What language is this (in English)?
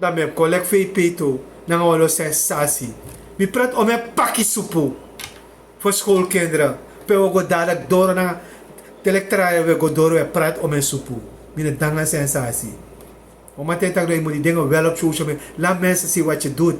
Sranan Tongo